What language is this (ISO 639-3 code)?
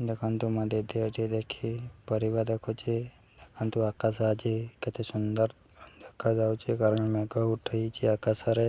ori